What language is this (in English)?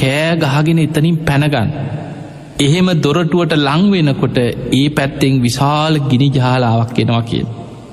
Sinhala